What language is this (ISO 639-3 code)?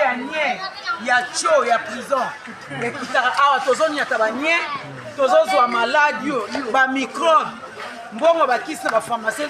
lin